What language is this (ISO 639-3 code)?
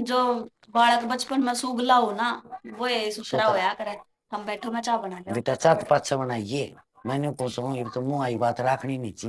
bgc